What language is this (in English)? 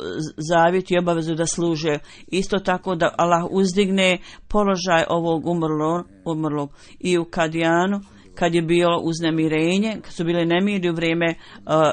Bosnian